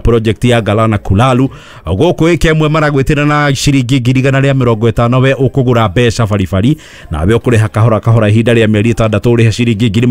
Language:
Kikuyu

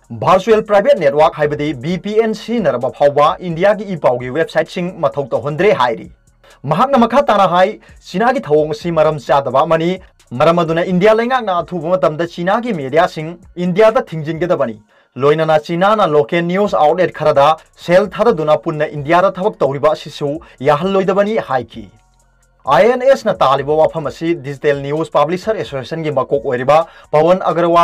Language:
Manipuri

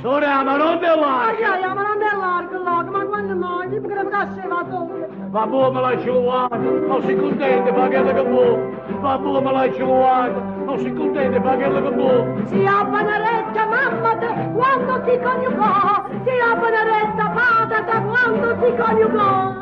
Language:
Neapolitan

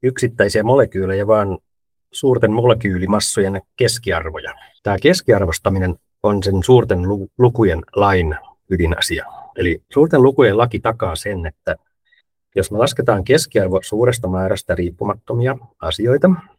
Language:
Finnish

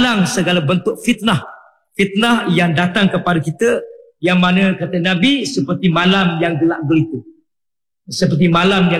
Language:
Malay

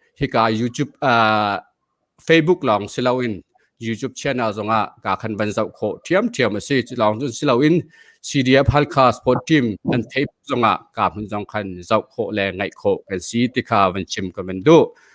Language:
Hakha Chin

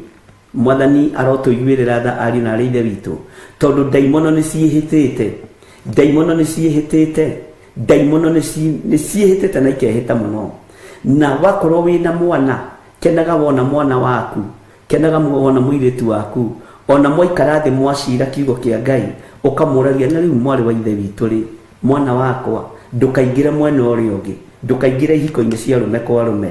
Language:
Kikuyu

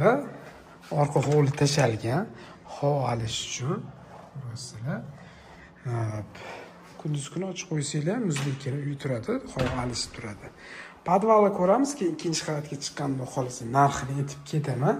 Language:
Uzbek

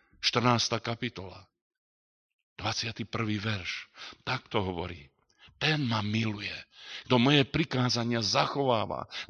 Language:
Slovak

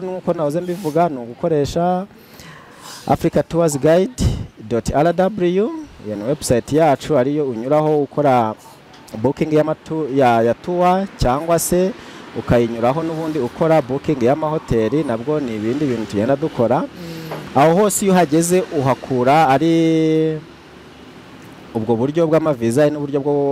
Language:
Kinyarwanda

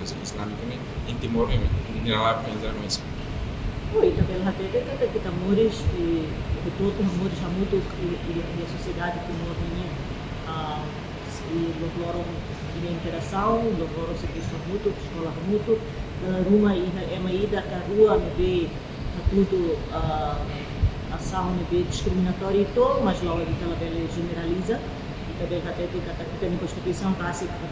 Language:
Tetum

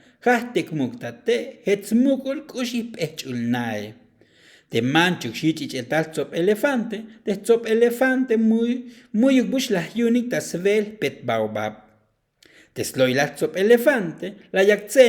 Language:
Tzotzil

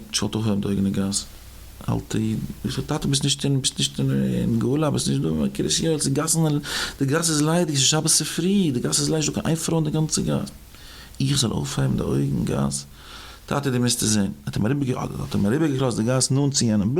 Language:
Yiddish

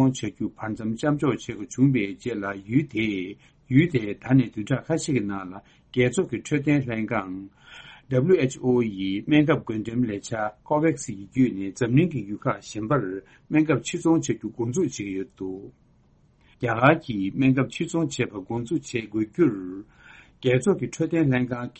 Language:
Tibetan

